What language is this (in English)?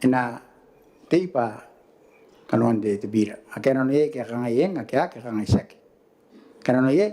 Gilbertese